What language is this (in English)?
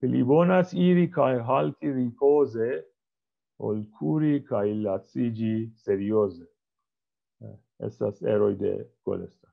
Esperanto